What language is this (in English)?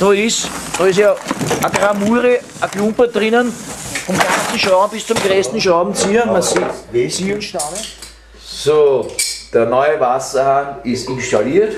Bavarian